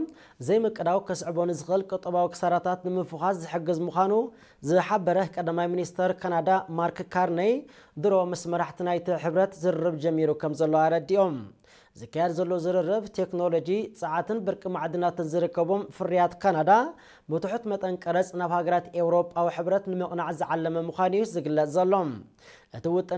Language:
Tigrinya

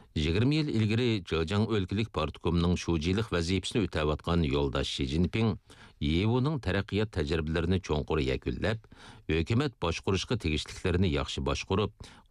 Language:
Uyghur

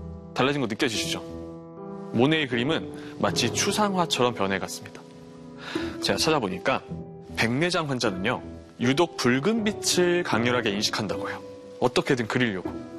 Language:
Korean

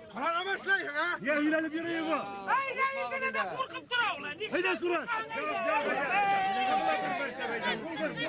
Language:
Bashkir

